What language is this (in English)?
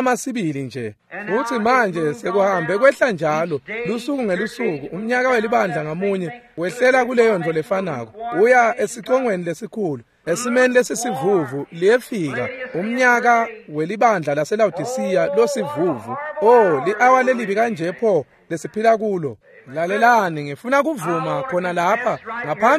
Swati